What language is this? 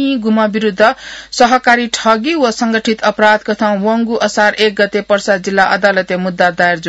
Newari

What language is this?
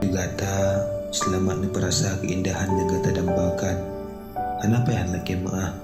Achinese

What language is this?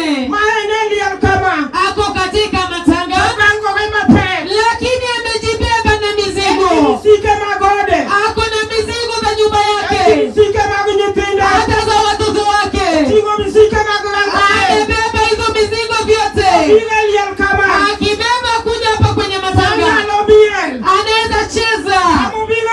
Luo (Kenya and Tanzania)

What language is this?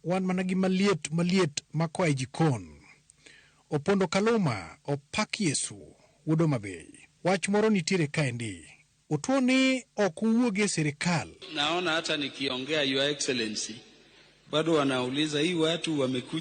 Luo (Kenya and Tanzania)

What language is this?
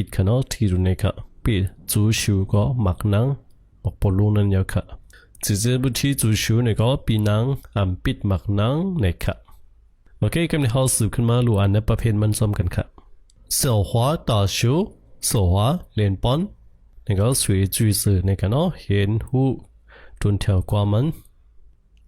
Shan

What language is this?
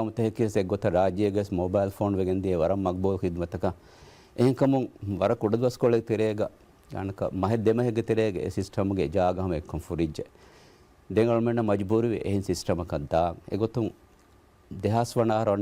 Divehi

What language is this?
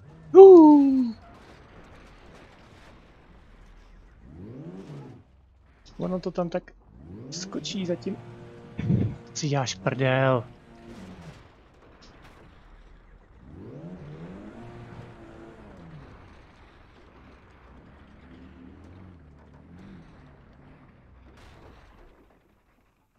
Czech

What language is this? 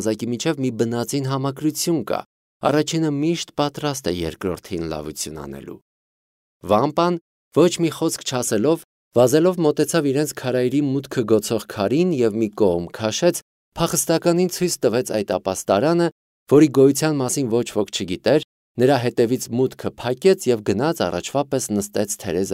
Armenian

